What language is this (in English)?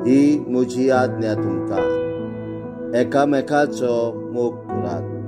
Konkani